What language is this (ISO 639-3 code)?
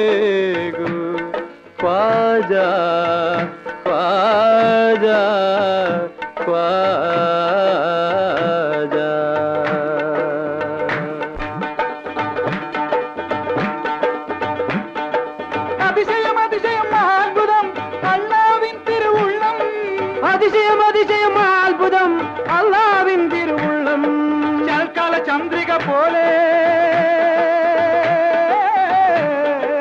mal